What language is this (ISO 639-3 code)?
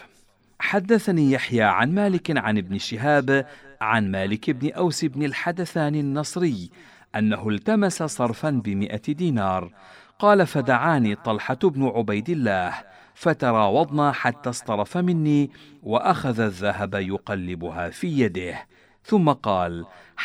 ara